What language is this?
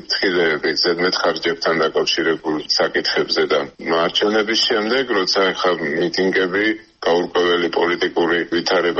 Georgian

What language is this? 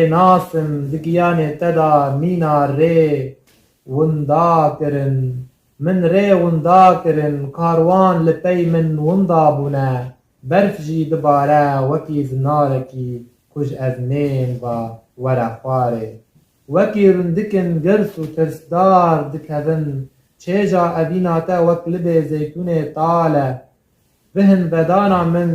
Kurdish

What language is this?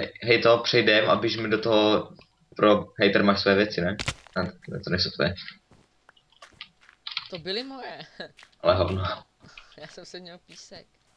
Czech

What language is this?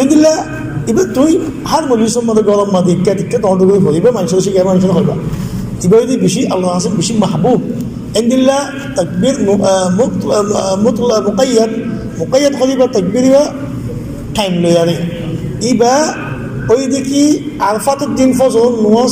Rohingya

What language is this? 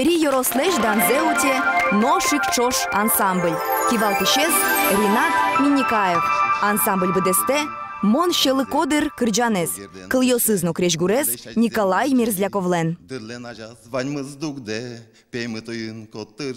Udmurt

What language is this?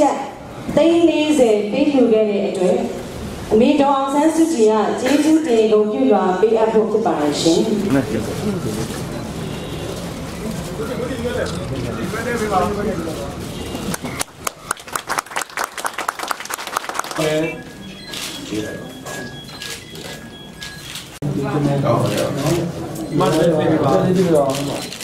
Burmese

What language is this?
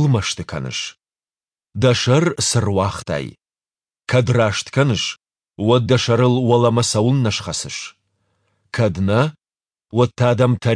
Ossetic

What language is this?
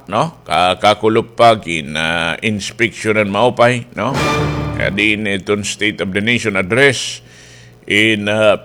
Waray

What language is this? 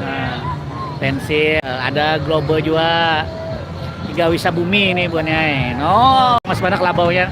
Banjar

